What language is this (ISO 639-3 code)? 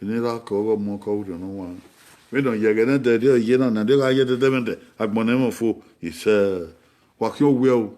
bin